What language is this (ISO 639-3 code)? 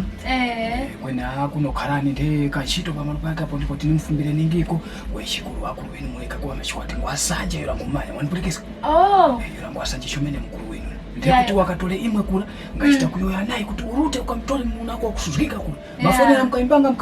tum